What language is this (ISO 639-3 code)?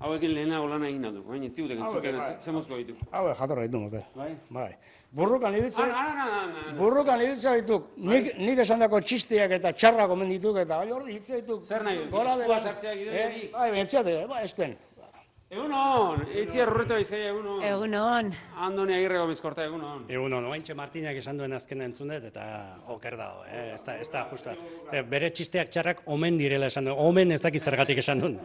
eus